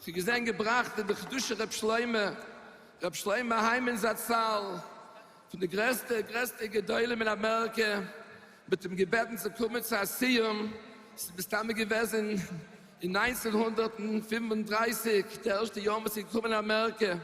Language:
Yiddish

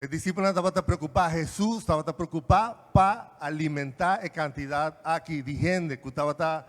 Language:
Papiamento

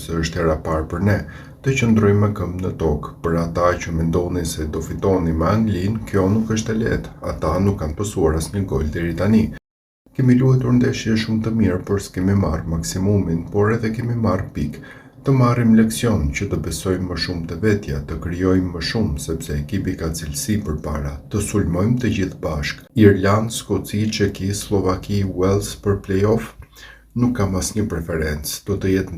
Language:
Albanian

